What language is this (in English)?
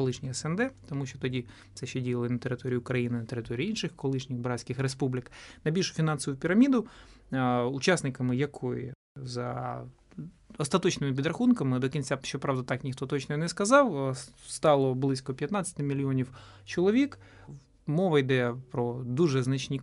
Ukrainian